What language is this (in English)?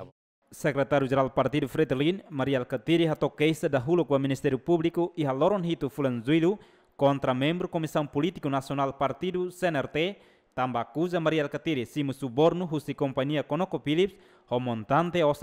Tetum